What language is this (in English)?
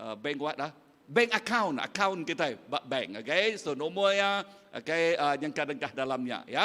Iban